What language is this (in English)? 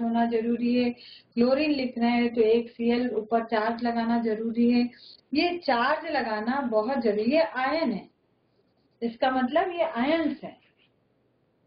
Hindi